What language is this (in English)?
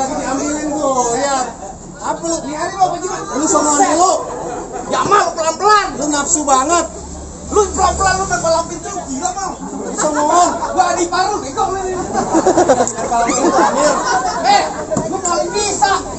Betawi